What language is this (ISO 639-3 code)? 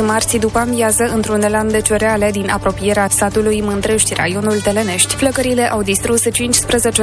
ron